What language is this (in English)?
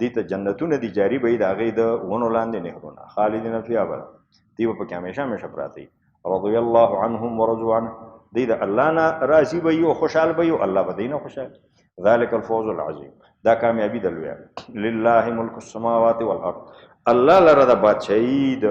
Pashto